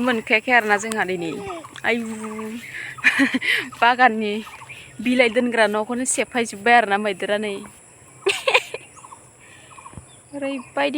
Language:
Bodo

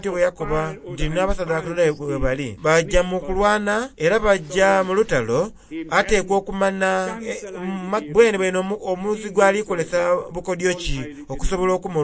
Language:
Soga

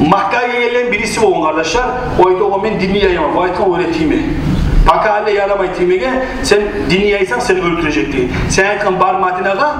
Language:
Kumyk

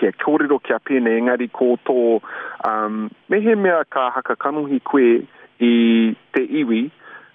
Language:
Māori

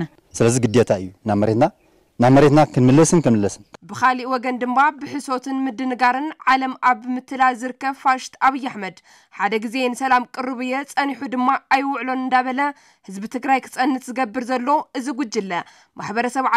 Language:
Tigrinya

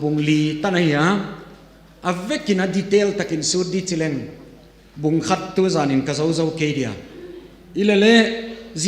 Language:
Tedim Chin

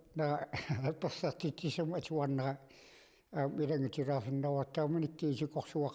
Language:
Kalaallisut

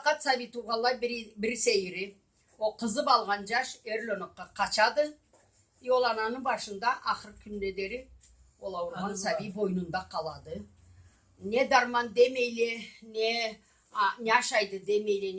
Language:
Karachay-Balkar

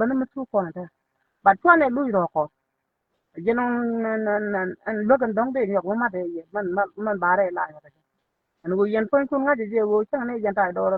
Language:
Nuer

